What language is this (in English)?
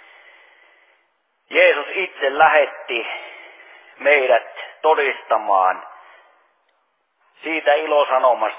Finnish